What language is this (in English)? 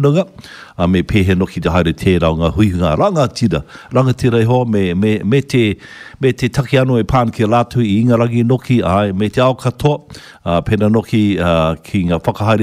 Māori